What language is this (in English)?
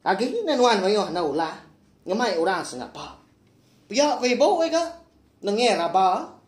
Iban